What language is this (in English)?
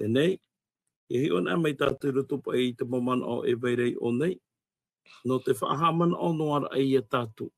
Tahitian